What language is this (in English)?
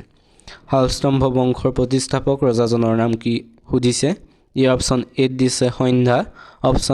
Assamese